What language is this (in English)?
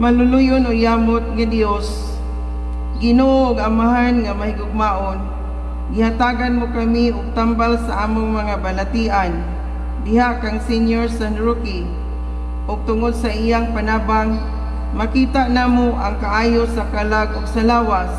Cebuano